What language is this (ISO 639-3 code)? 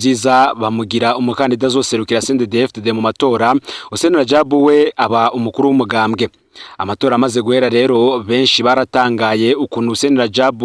run